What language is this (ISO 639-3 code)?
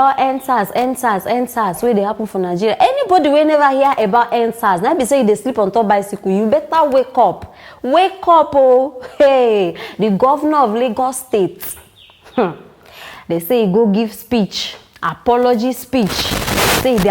pcm